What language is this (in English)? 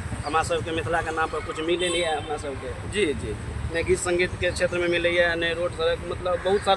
Maithili